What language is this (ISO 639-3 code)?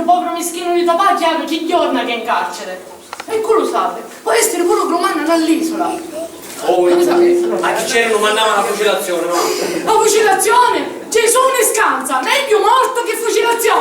scn